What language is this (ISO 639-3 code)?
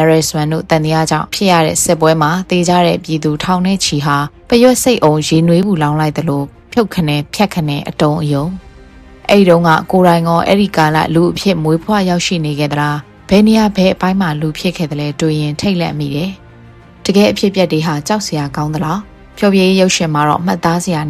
mya